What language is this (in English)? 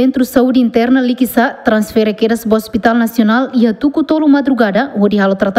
Tetum